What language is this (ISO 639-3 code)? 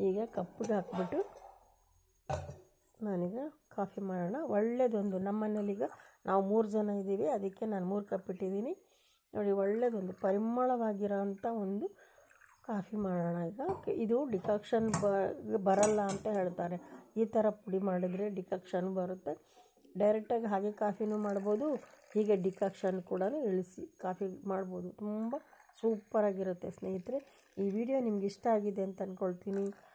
kan